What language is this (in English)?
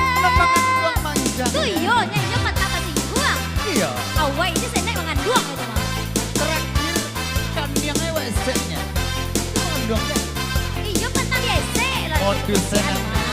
Minangkabau